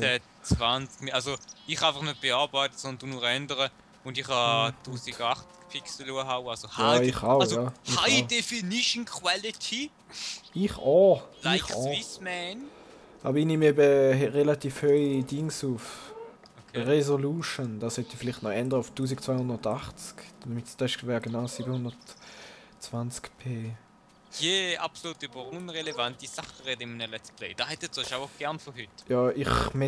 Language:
Swiss German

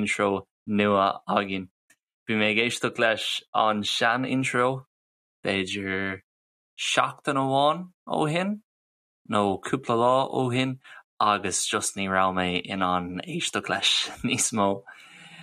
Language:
Irish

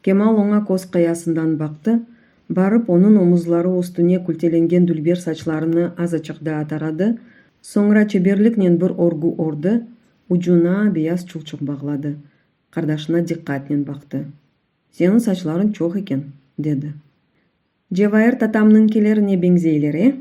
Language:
Crimean Tatar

